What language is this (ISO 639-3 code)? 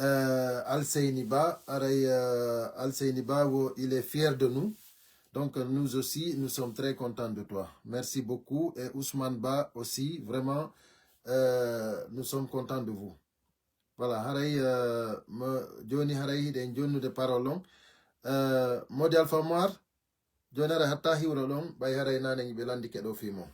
ful